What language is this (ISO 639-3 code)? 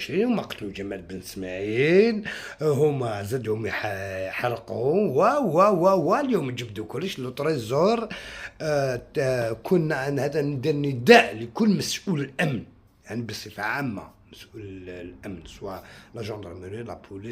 arq